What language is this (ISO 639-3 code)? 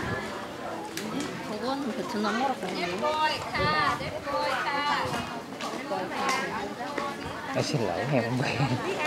vie